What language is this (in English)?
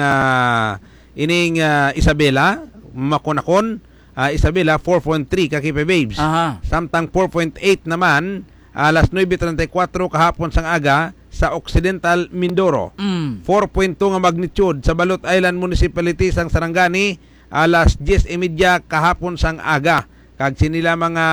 Hiligaynon